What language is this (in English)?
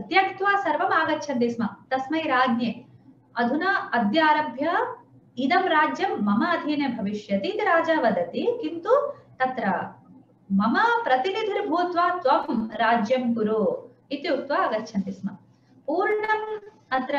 Sanskrit